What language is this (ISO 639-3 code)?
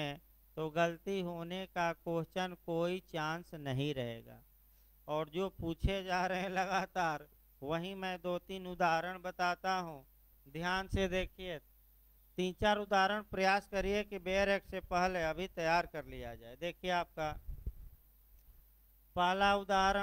hin